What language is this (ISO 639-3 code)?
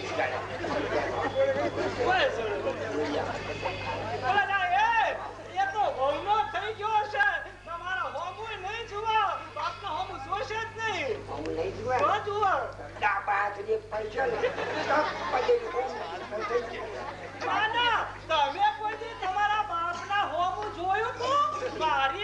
guj